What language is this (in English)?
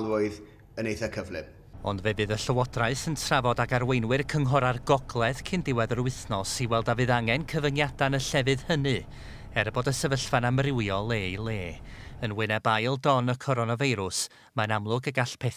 Welsh